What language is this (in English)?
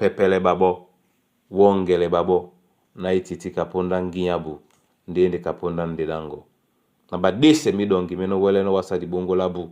Duala